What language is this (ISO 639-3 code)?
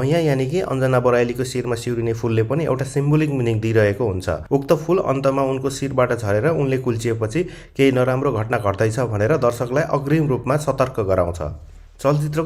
nep